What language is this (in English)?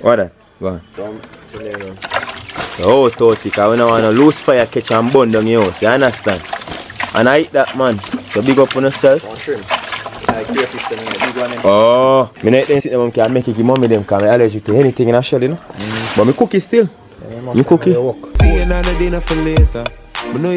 Jamaican Creole English